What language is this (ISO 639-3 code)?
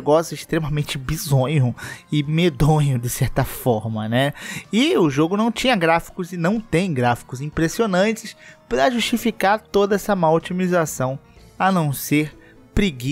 por